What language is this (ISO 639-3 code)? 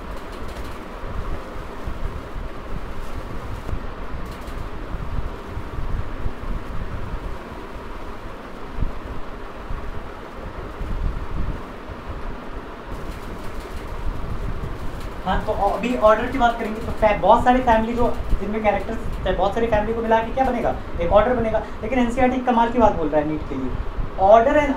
hin